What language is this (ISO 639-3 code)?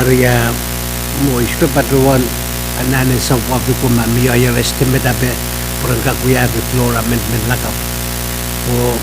pon